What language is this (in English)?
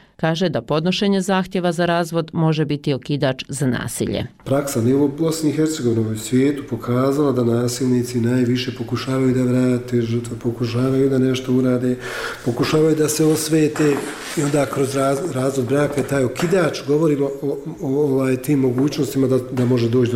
Bosnian